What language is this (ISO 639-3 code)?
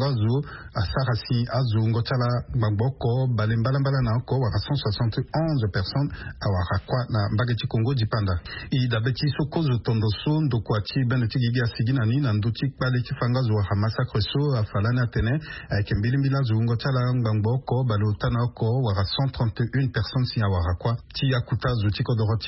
sag